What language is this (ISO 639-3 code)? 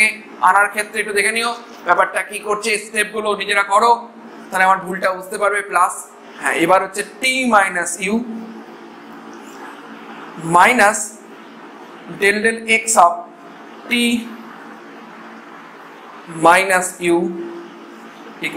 ben